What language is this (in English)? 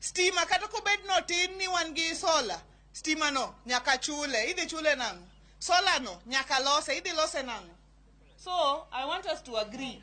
Luo (Kenya and Tanzania)